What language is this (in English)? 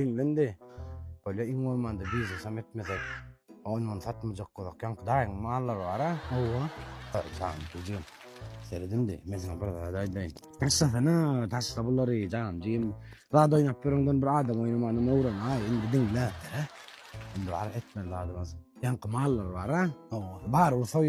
Turkmen